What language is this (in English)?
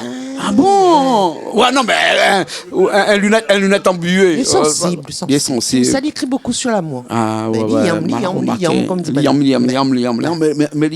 Réunion Creole French